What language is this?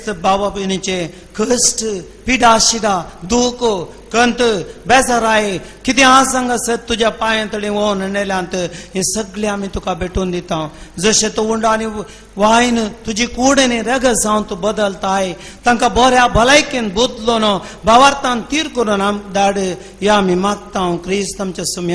Konkani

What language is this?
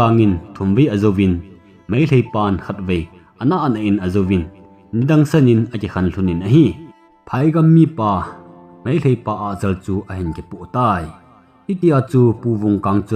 Thado Chin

